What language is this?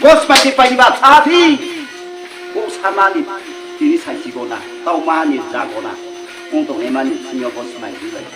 Riang (India)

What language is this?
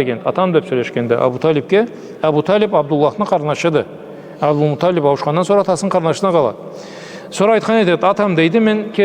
Karachay-Balkar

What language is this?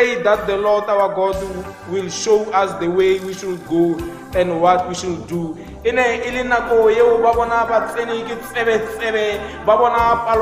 Tswana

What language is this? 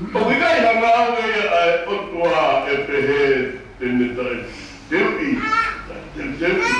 Tongan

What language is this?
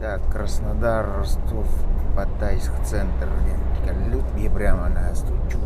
Yakut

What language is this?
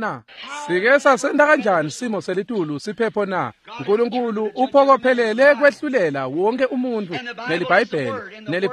Swati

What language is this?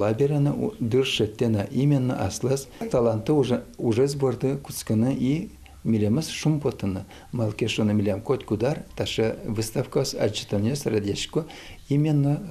Udmurt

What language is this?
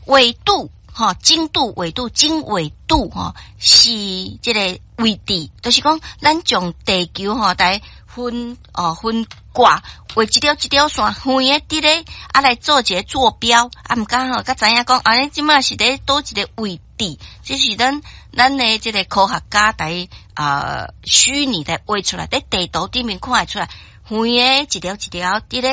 Min Nan Chinese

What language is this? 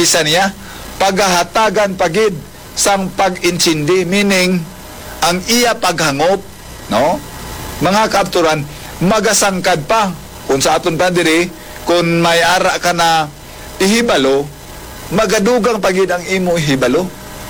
Hiligaynon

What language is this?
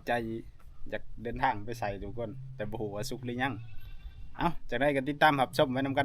Northeastern Thai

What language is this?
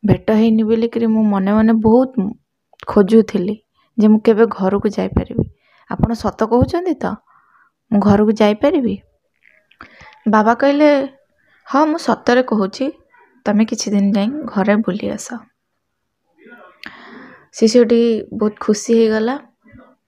Odia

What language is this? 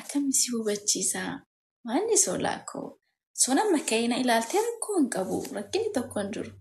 Oromo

